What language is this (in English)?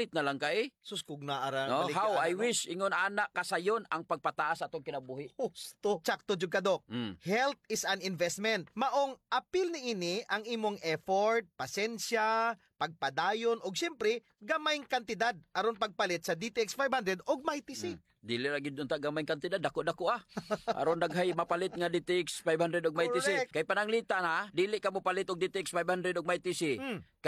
Cebuano